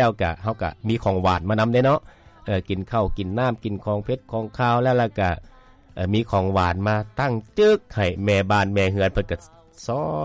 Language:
Lao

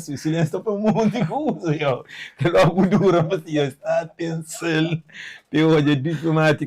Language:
Kabuverdianu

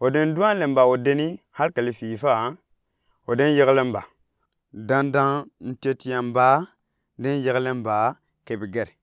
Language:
Gourmanchéma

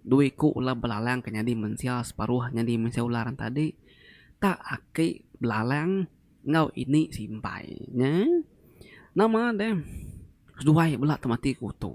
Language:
Iban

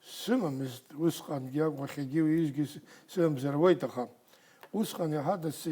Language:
Abkhazian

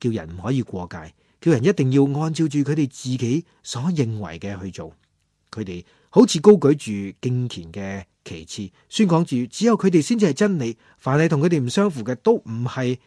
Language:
Cantonese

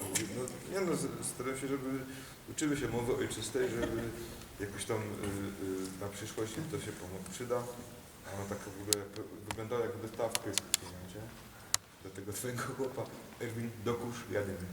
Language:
Silesian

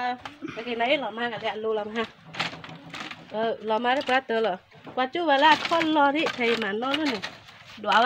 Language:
S'gaw Karen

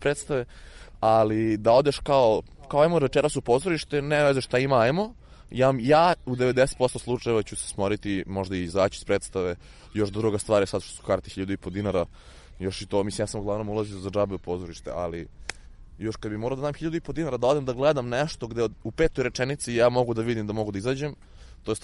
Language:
Serbian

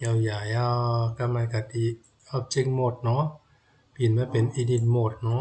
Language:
Shan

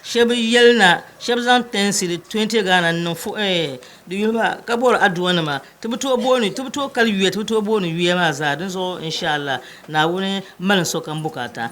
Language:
Dagbani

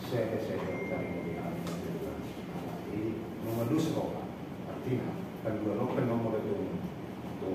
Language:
Batak Toba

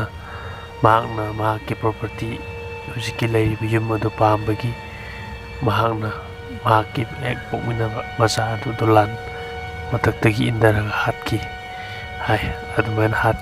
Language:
Manipuri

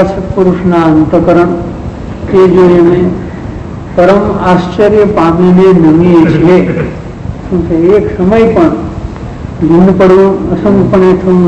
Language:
Gujarati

